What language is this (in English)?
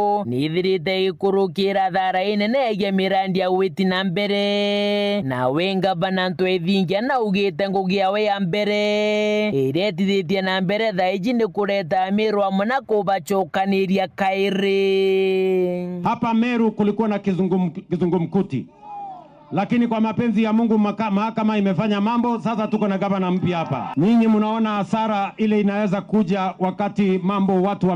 Meru